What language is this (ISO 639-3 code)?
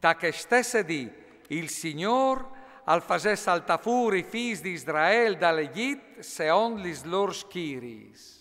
fur